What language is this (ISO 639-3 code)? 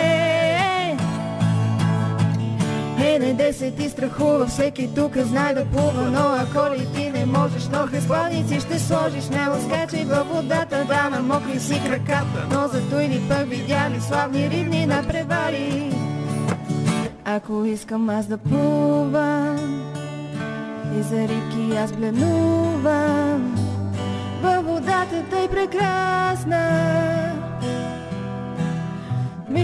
bul